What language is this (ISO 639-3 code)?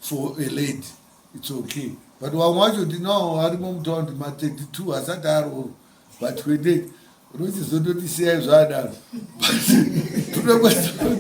sna